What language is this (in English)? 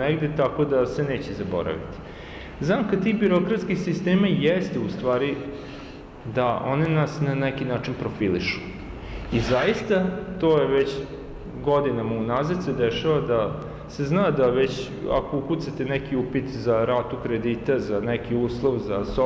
Serbian